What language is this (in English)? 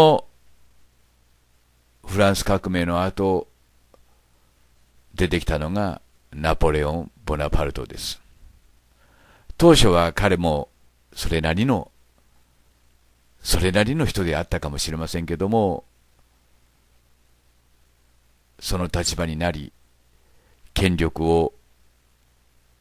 Japanese